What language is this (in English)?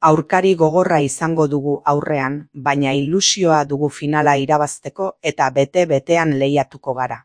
Basque